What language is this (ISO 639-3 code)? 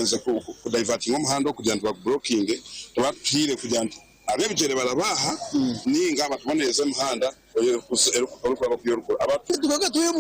nyn